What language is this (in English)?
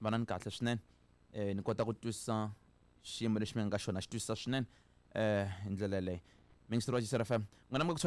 Tsonga